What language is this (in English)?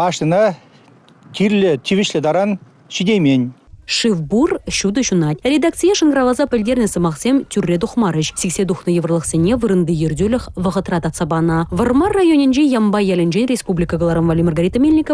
Chuvash